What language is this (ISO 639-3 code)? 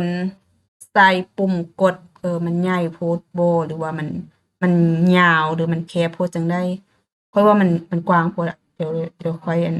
lao